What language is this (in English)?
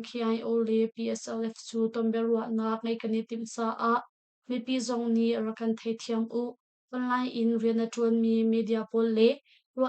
Hakha Chin